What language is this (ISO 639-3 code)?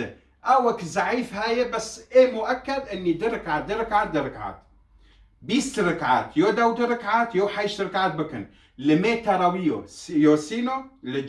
kur